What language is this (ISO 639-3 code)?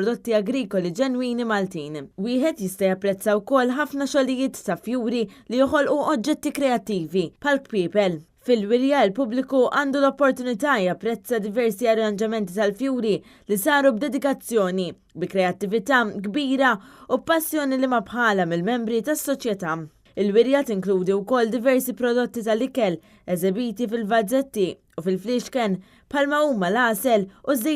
mlt